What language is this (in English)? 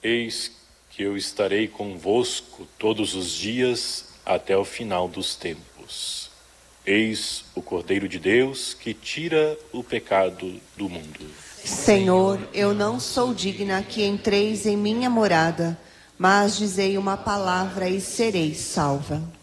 Portuguese